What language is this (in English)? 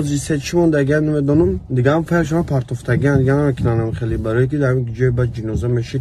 Tajik